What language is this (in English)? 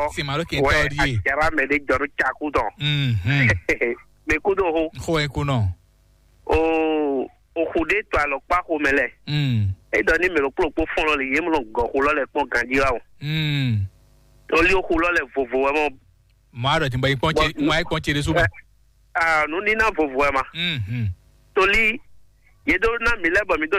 Fon